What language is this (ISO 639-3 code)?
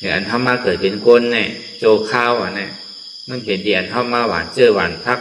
shn